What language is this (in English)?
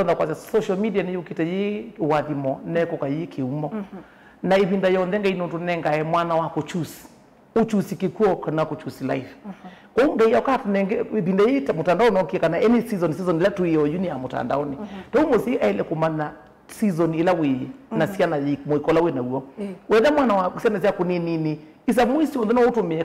Kamba